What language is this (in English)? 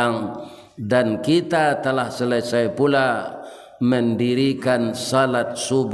Minangkabau